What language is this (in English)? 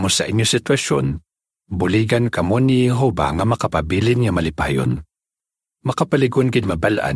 Hiligaynon